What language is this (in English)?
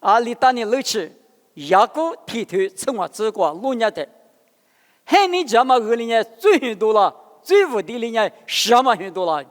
Lisu